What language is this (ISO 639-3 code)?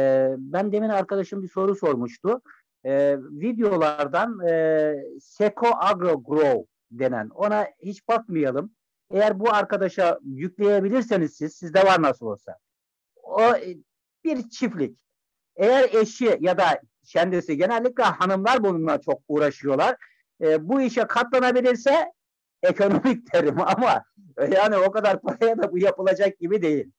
tur